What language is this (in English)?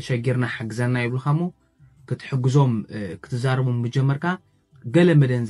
Tigrinya